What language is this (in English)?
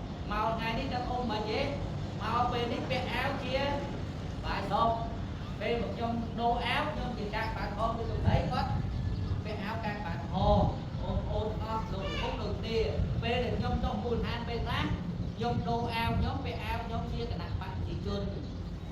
Khmer